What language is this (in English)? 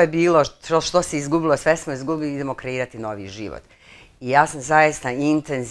Bosnian